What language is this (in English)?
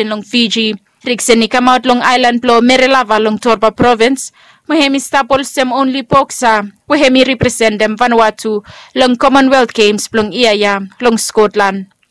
Bislama